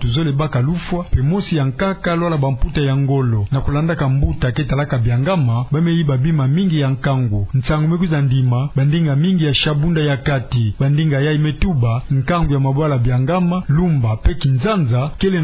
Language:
Kituba (Democratic Republic of Congo)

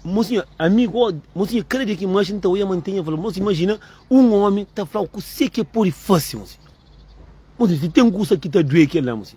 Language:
Kabuverdianu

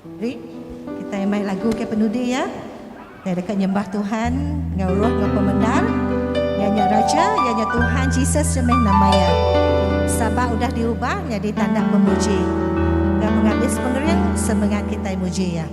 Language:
Iban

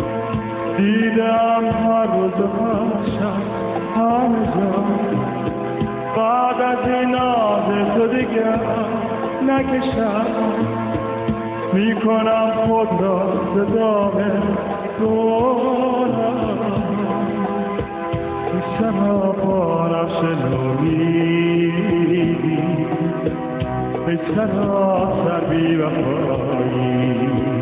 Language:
Persian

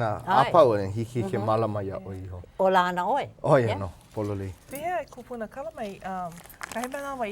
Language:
Hawaiian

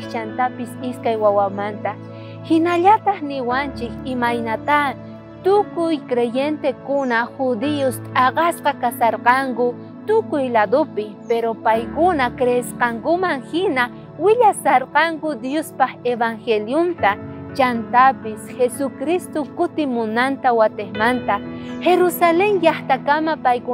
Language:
South Bolivian Quechua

